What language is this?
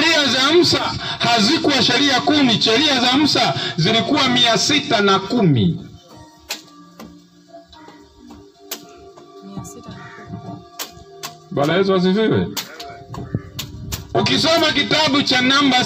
Swahili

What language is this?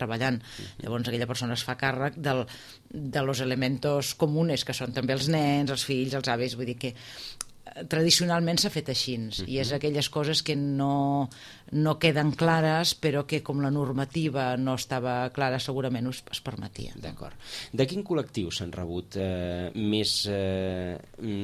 Catalan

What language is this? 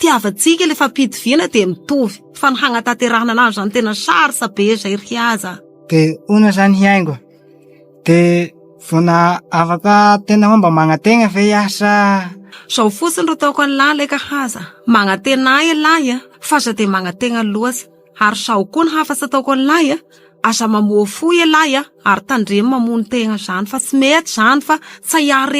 Malagasy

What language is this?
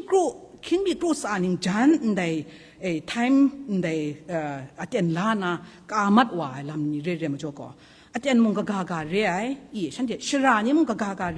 Kachin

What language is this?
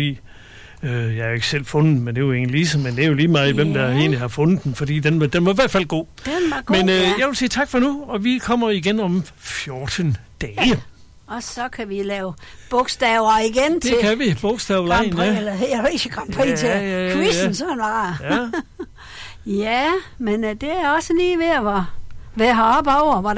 Danish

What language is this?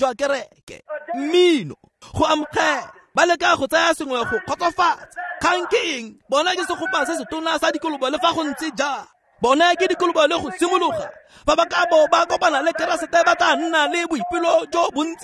Tswana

